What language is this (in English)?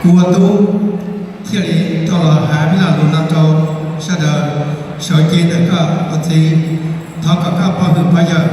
Hmong